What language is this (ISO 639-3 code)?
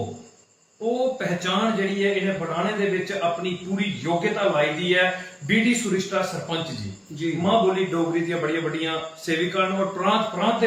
doi